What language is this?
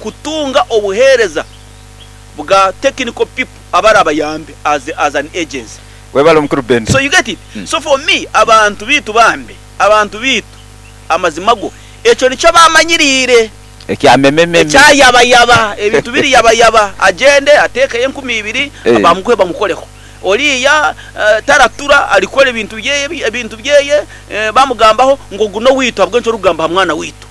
Nyankole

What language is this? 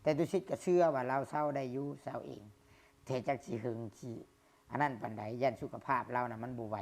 Lao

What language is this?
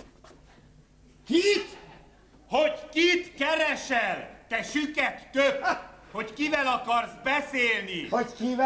Hungarian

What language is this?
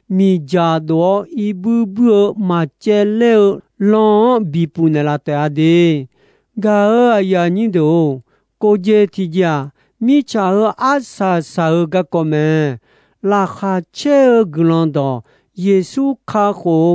Akha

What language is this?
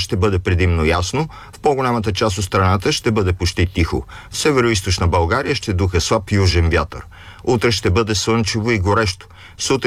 Bulgarian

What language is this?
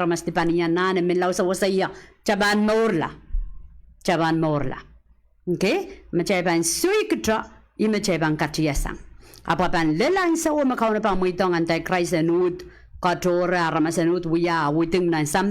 Pohnpeian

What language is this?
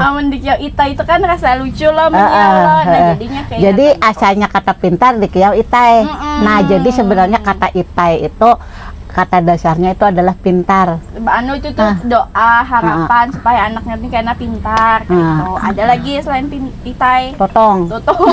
Banjar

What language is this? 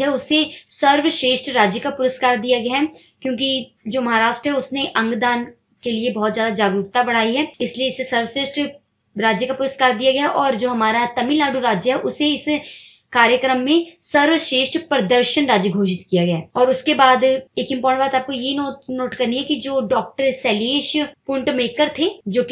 Hindi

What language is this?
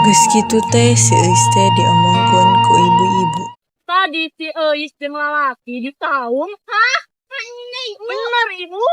Sundanese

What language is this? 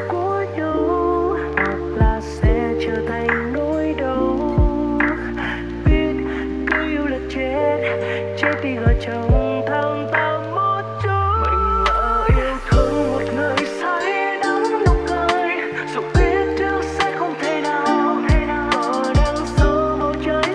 Vietnamese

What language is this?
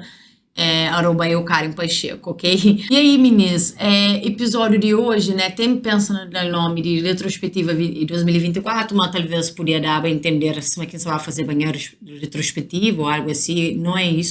Kabuverdianu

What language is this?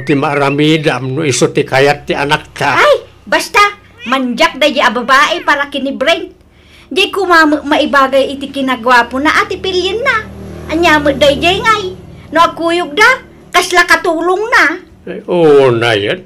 Iloko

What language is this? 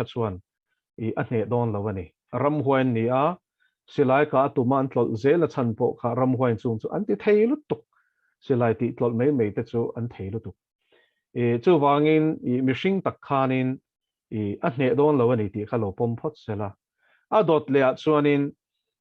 Mizo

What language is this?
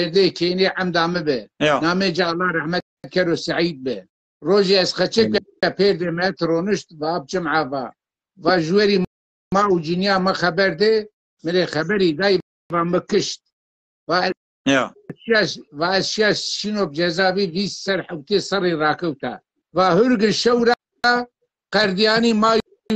Zaza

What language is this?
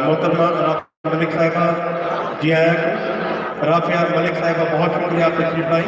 Saraiki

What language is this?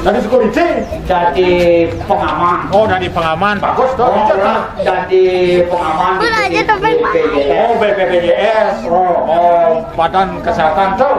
Balinese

